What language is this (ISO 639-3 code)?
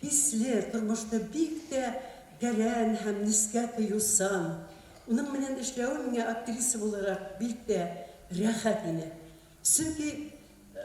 bak